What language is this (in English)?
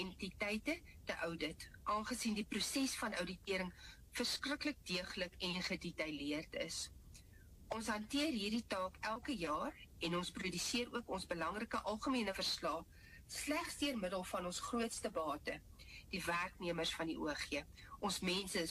Afrikaans